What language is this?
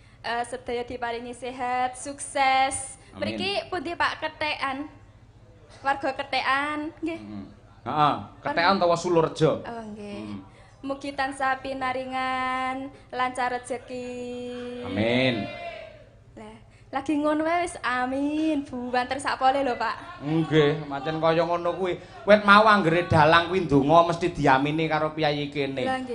Javanese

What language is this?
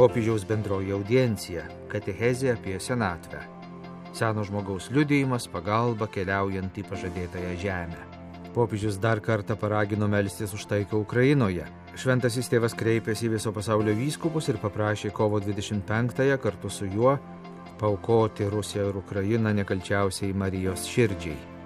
Lithuanian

